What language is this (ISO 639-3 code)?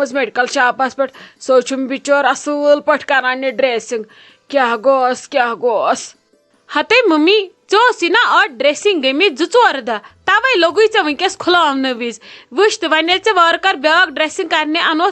kas